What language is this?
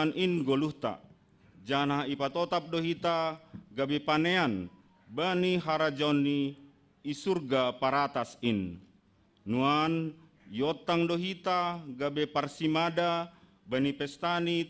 Batak Simalungun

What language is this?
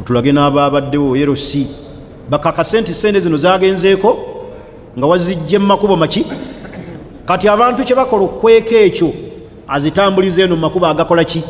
Ganda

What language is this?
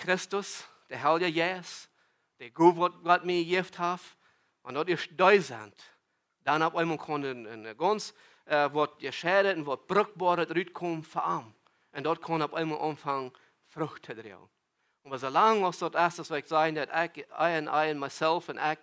Plautdietsch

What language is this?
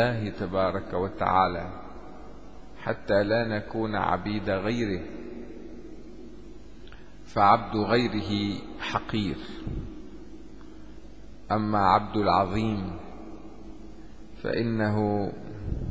Arabic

